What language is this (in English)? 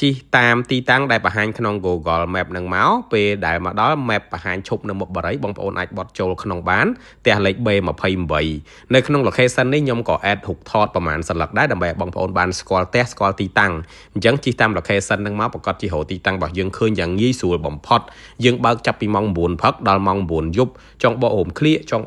Khmer